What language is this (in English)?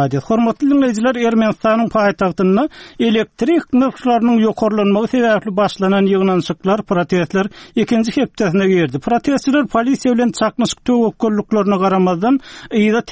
Turkmen